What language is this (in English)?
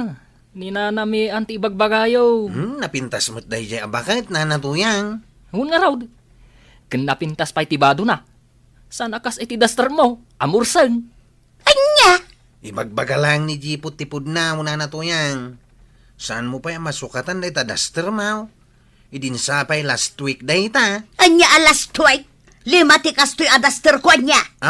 Iloko